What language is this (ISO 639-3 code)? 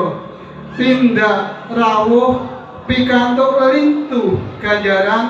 jav